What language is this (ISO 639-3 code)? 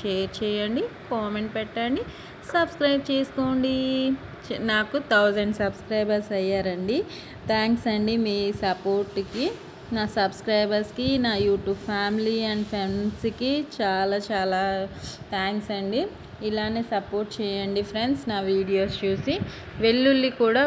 tel